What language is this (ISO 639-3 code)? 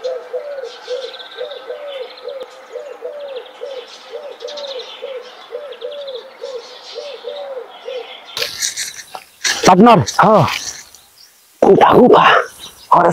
bho